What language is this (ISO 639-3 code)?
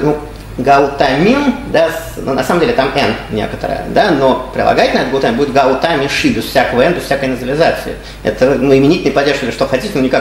rus